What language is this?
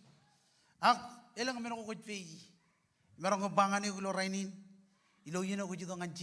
Marshallese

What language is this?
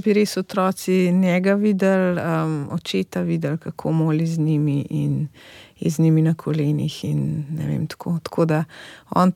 Slovenian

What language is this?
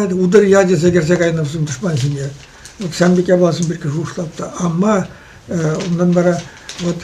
Chuvash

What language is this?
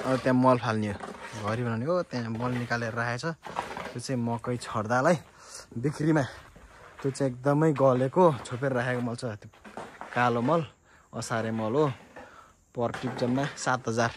Nepali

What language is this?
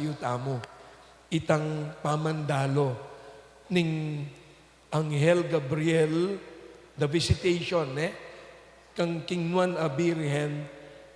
Pampanga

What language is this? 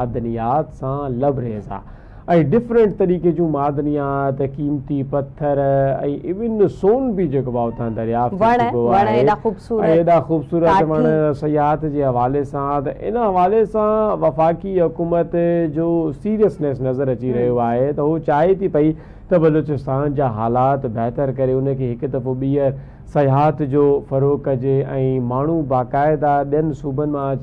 Sindhi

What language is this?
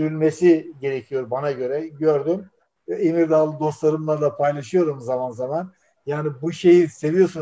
Turkish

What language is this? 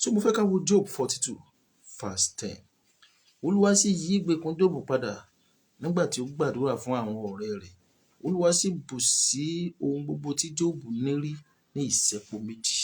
Yoruba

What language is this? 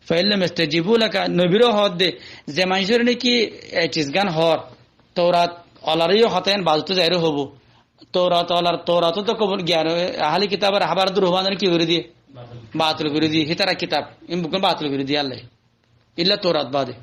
Rohingya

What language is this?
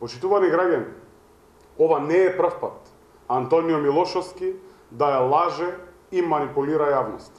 Macedonian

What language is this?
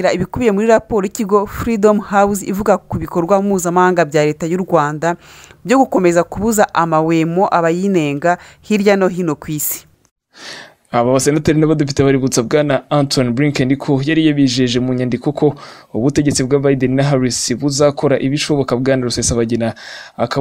Kinyarwanda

